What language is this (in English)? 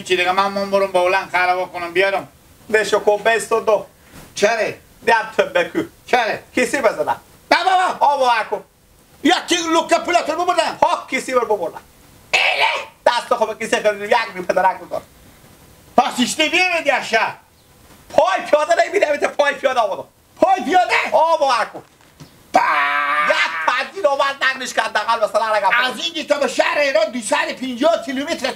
Hazaragi